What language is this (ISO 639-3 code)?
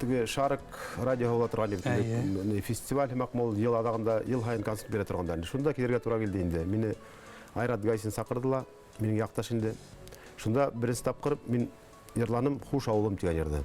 bak